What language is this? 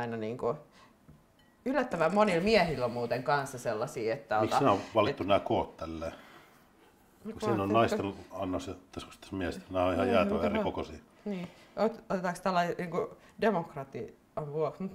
Finnish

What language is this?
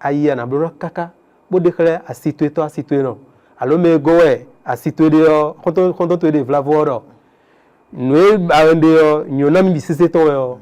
Fon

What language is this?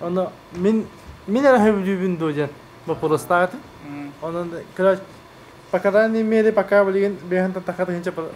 Yakut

